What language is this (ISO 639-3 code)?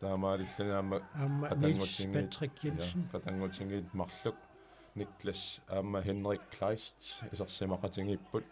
kal